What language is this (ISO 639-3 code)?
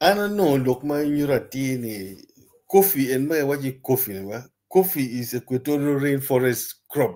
ach